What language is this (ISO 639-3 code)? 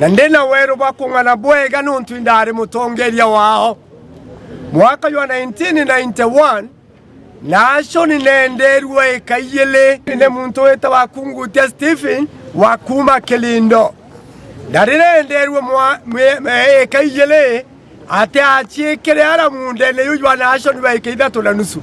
mer